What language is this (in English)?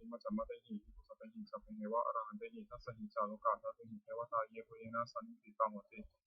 Pali